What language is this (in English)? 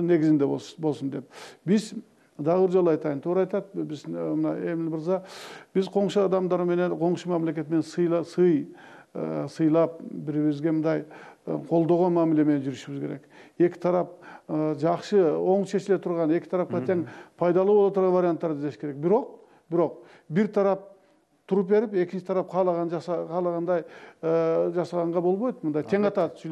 Kyrgyz